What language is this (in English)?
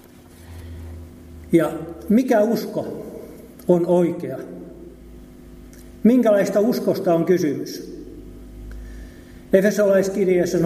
Finnish